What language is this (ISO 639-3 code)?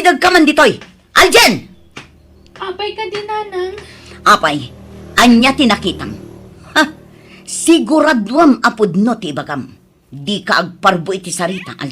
ilo